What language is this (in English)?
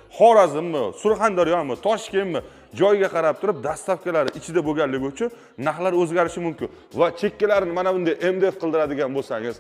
Uzbek